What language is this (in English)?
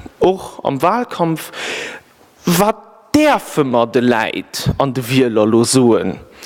Luxembourgish